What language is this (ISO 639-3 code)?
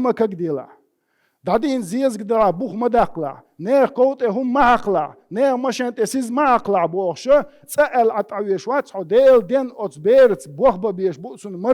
che